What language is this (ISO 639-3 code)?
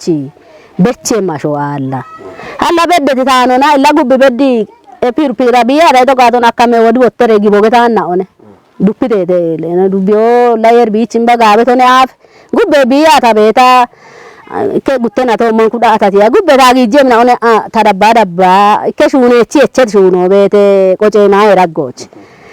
kbr